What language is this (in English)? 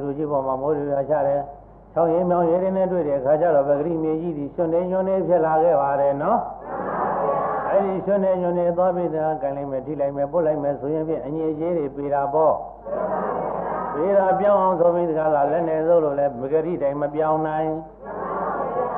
Burmese